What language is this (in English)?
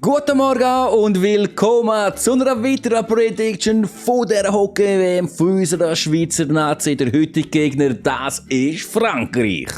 Swiss German